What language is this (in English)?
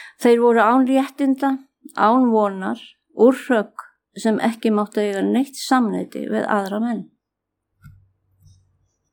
Icelandic